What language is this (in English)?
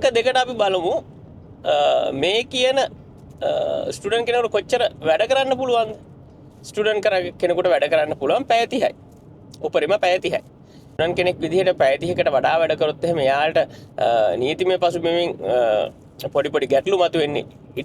Sinhala